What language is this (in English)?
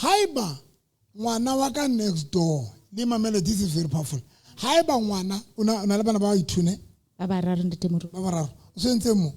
Southern Sotho